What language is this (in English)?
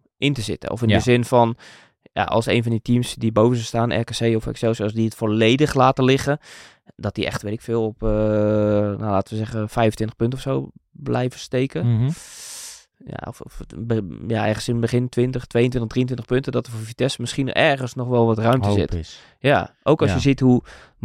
Dutch